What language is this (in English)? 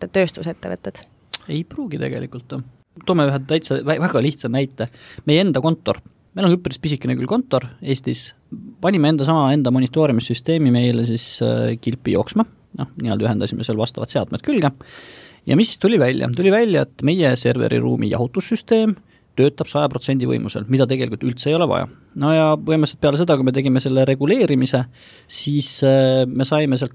Estonian